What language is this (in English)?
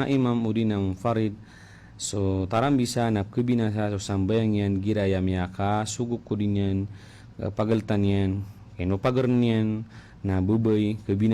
Maranao